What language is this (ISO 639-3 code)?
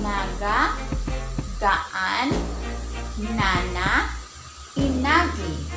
war